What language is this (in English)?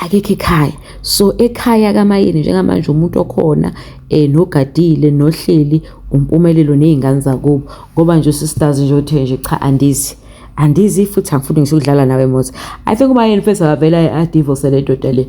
Zulu